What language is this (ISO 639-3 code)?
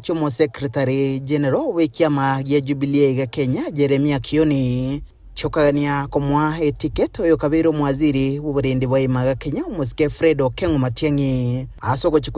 guz